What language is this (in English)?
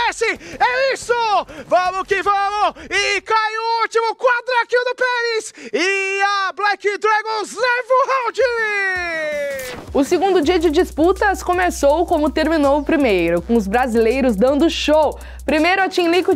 Portuguese